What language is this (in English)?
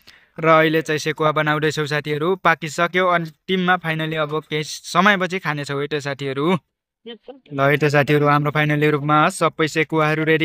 Nepali